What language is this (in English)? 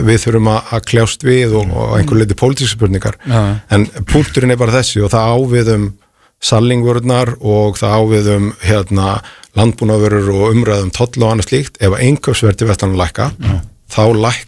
Icelandic